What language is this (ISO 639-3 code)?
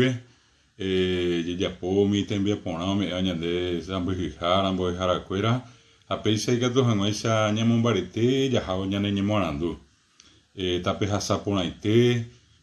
grn